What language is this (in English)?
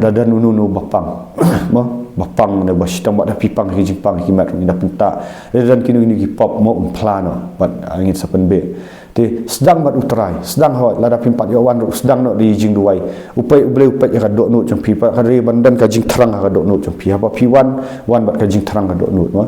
Khasi